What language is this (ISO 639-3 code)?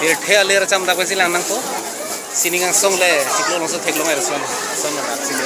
mjw